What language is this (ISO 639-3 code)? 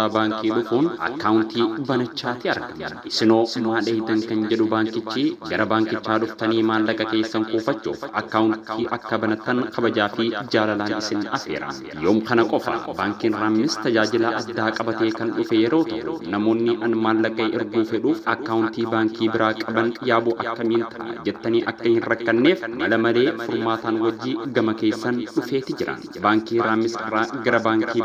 orm